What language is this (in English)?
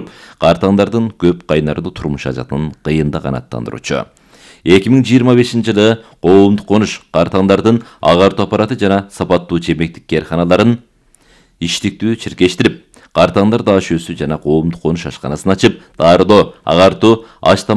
Kyrgyz